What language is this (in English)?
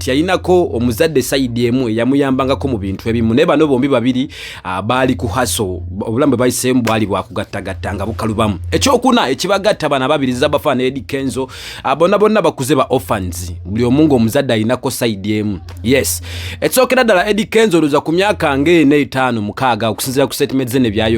Ganda